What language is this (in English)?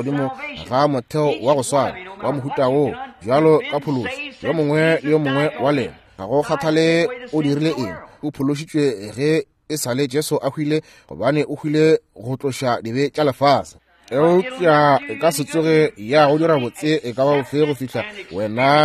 Northern Sotho